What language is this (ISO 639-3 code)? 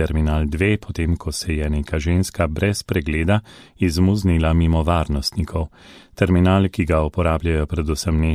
slv